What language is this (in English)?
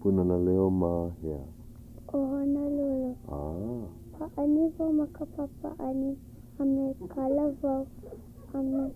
Hawaiian